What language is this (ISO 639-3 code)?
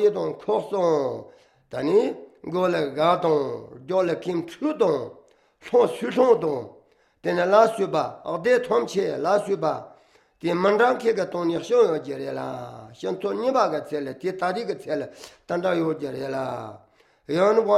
lav